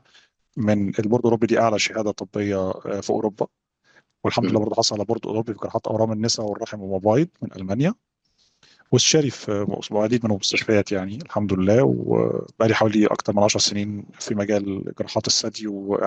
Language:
Egyptian Arabic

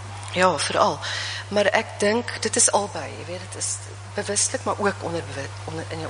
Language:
Afrikaans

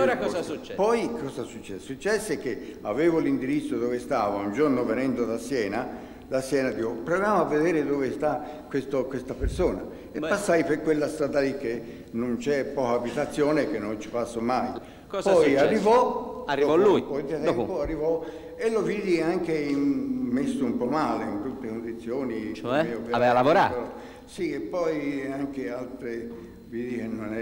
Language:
Italian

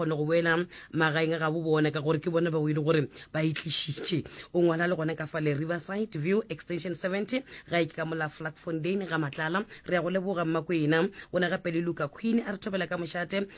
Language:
Northern Sotho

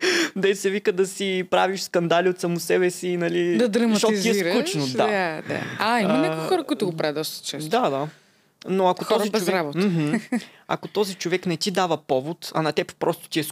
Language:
Bulgarian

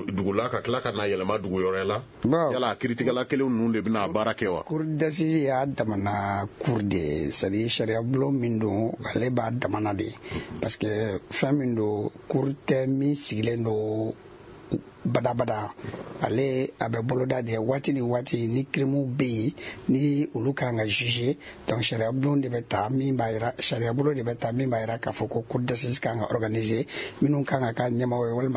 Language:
Bambara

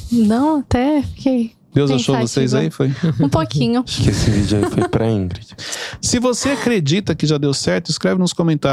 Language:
Portuguese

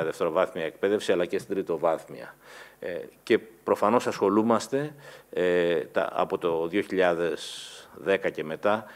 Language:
Greek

